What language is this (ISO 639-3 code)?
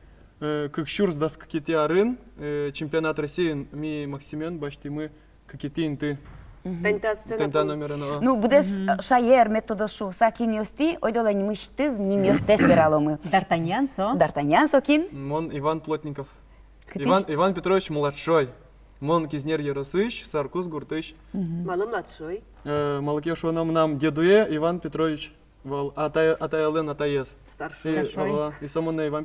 udm